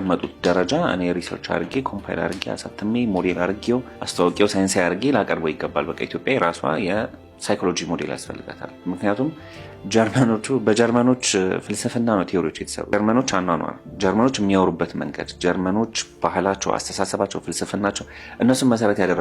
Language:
Amharic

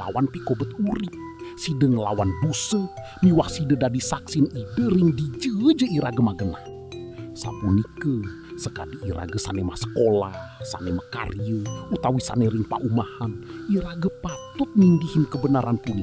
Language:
Balinese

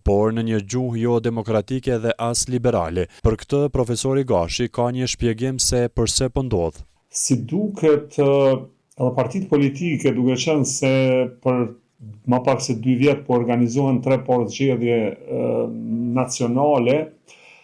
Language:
Albanian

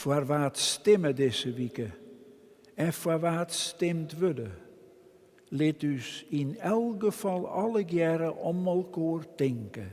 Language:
Western Frisian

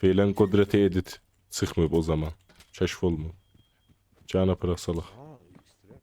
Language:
South Azerbaijani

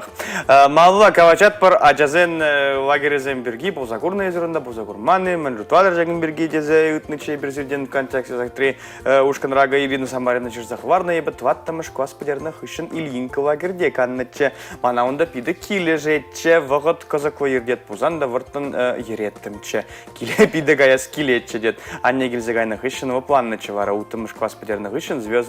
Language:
Chuvash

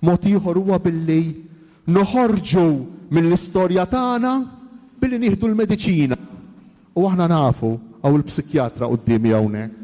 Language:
Maltese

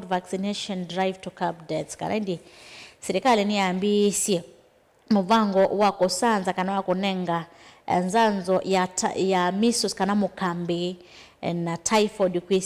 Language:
Kamba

